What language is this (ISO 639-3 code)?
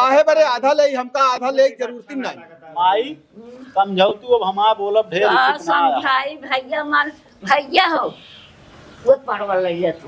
awa